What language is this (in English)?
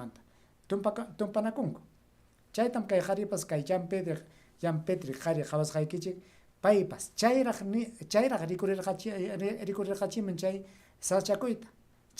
Ayacucho Quechua